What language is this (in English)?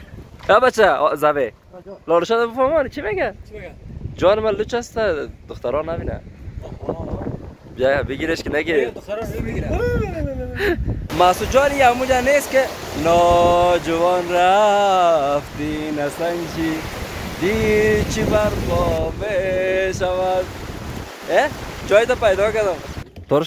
Persian